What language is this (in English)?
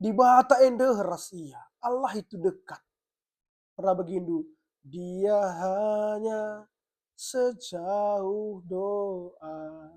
Batak Karo